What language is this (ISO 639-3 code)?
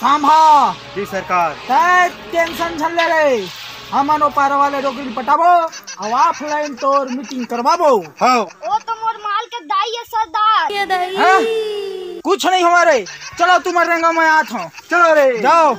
hne